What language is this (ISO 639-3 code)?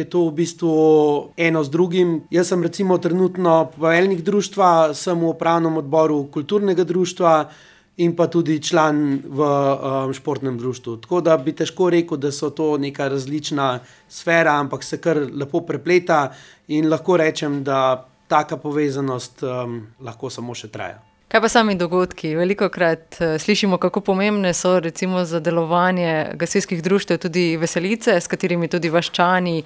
slv